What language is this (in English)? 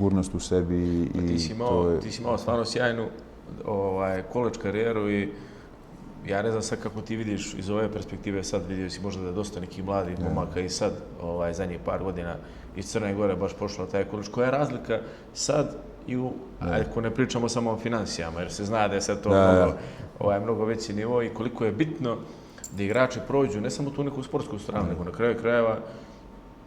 Bosnian